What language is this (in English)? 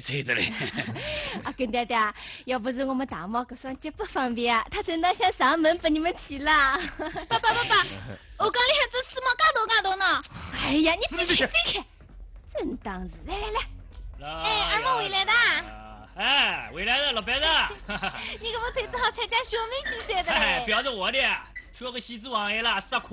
Wu Chinese